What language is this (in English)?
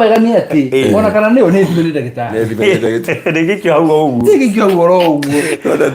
Kikuyu